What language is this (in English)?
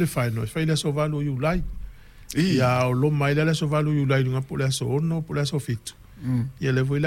Samoan